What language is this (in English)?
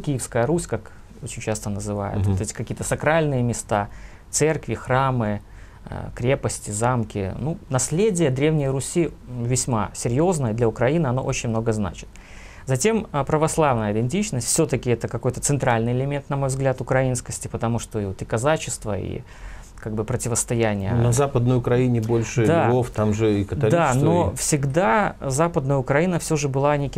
Russian